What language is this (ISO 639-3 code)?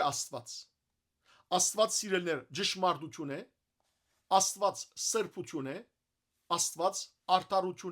hyw